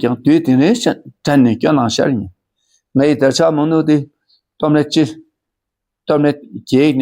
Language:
Dakpakha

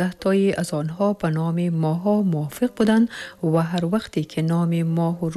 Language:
Tajik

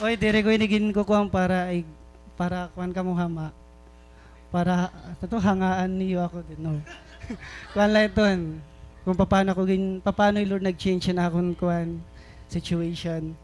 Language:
Waray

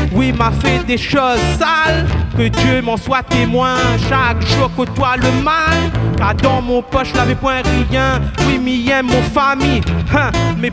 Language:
Réunion Creole French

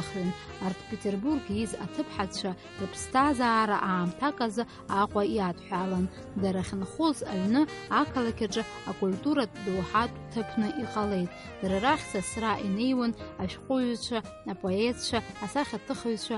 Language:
Abkhazian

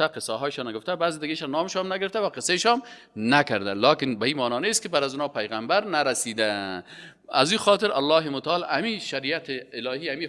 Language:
Persian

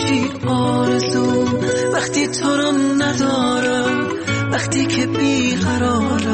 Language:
Persian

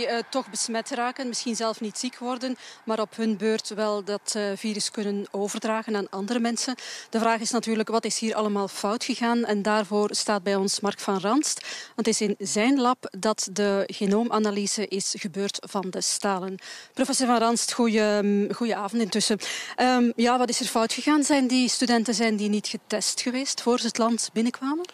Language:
Dutch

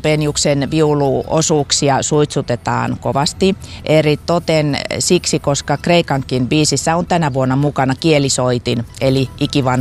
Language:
Finnish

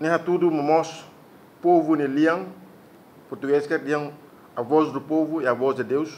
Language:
Tetum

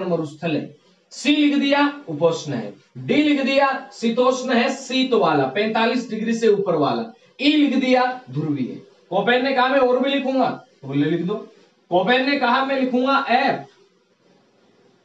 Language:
Hindi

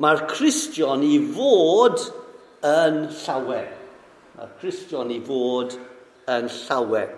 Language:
Welsh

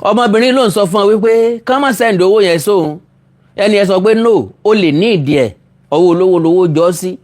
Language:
Yoruba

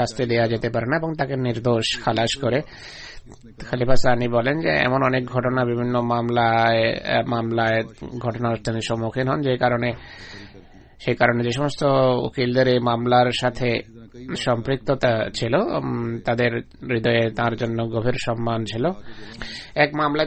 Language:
Bangla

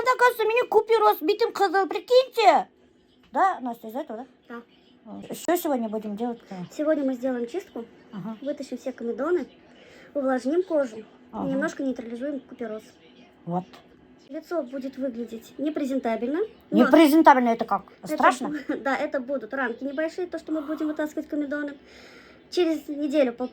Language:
Bashkir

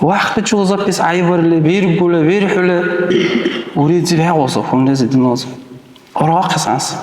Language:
Dargwa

